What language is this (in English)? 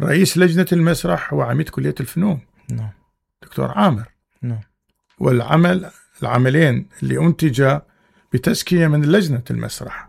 Mesopotamian Arabic